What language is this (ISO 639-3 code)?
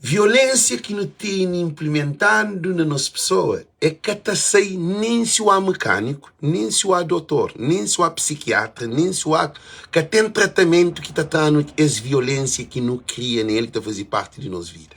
kea